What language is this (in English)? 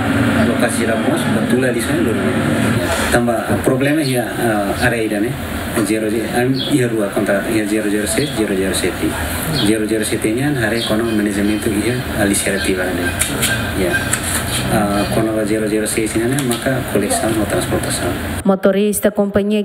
Tetum